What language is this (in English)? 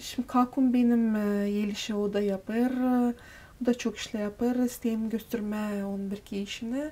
Gagauz